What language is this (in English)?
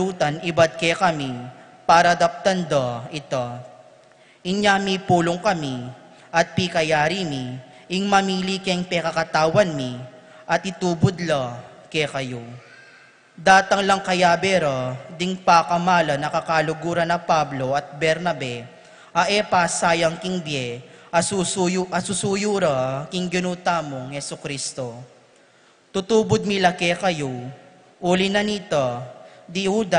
Pampanga